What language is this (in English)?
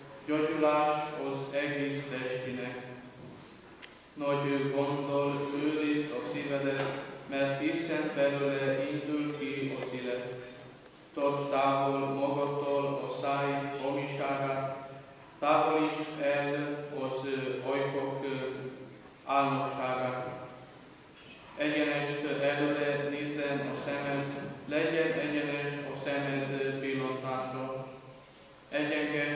Hungarian